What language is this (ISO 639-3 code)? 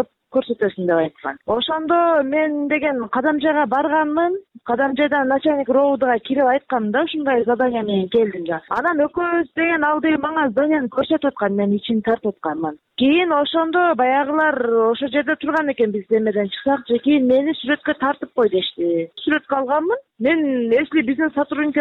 kir